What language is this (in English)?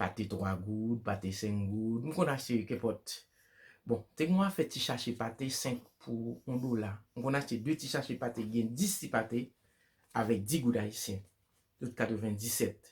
Haitian Creole